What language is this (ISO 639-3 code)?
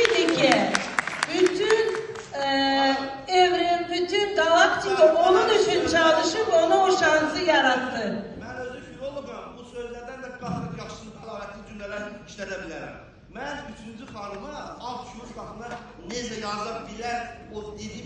aze